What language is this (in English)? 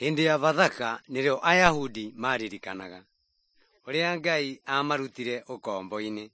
Kikuyu